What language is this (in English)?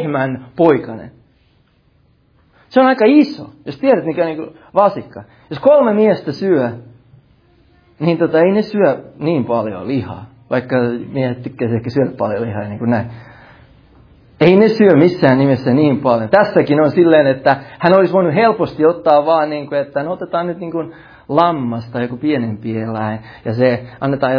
Finnish